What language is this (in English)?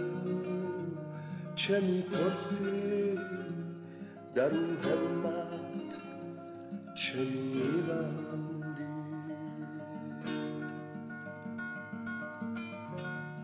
Persian